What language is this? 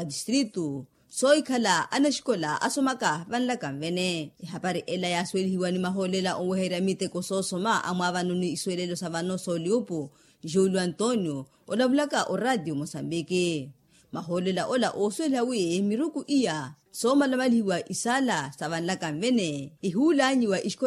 Makhuwa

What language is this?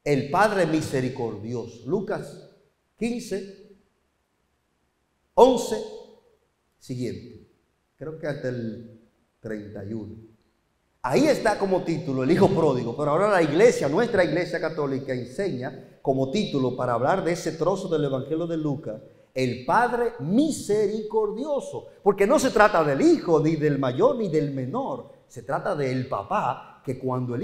Spanish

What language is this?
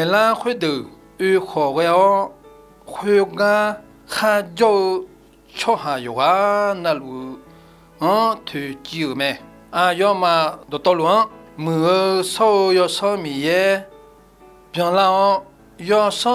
Akha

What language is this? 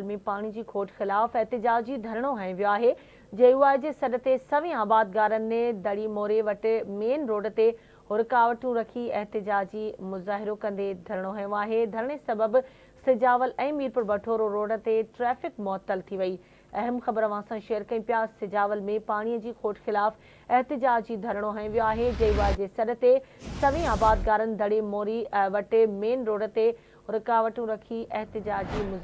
Sindhi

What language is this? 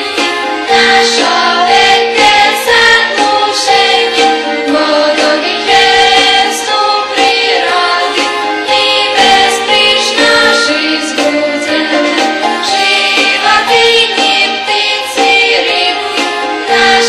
Rusyn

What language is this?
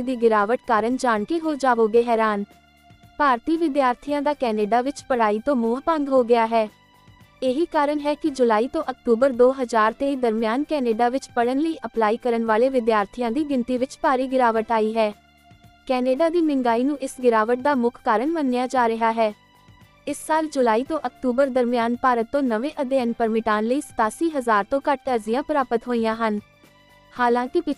Punjabi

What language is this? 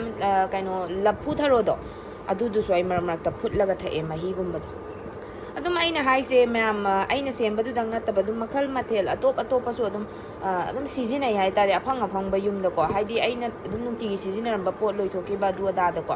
Manipuri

